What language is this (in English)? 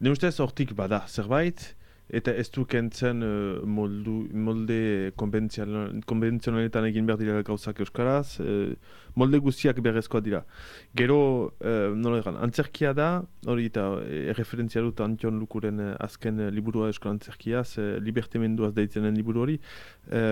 Basque